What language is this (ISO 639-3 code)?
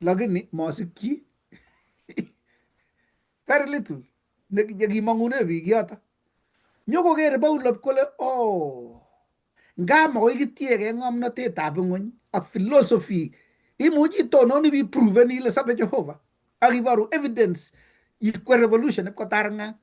kln